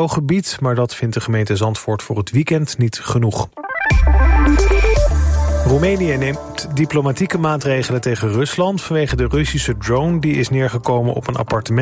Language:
Dutch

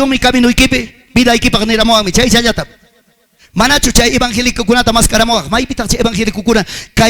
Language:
Ayacucho Quechua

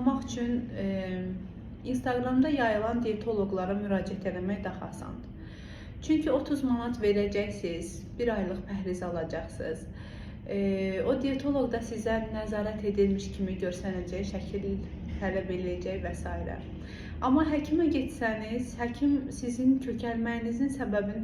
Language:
Azerbaijani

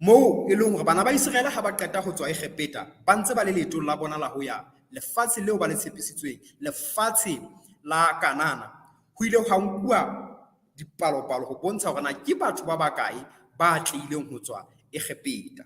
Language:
Southern Sotho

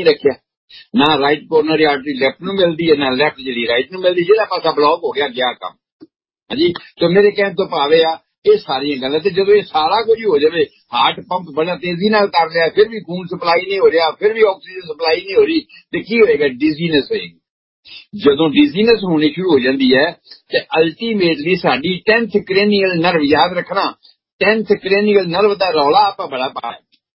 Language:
Punjabi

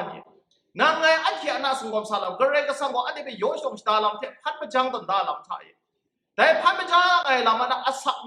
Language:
Kachin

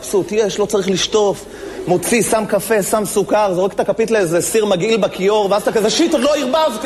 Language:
Hebrew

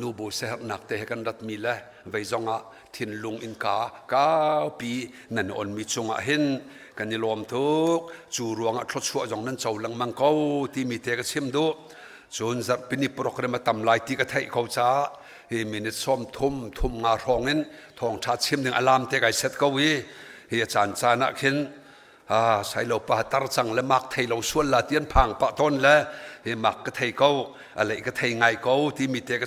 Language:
Hakha Chin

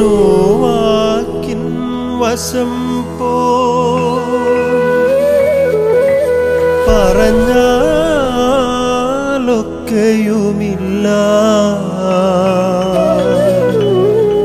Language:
Malayalam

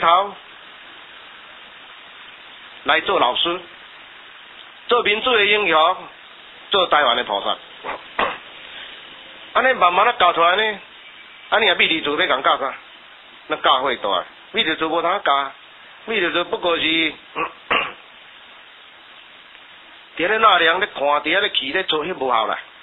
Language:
Min Nan Chinese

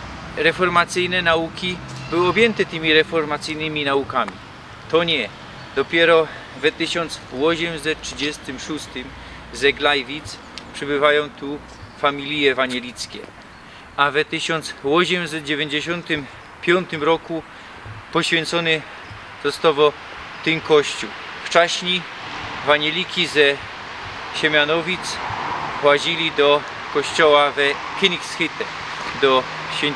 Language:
Silesian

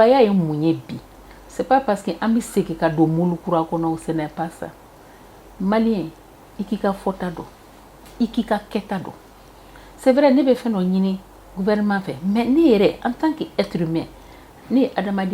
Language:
Bambara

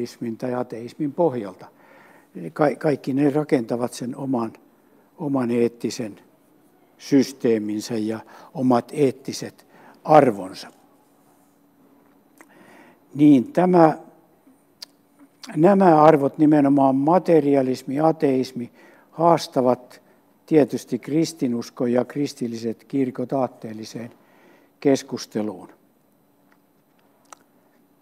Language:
Finnish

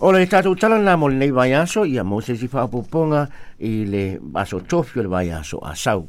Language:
Samoan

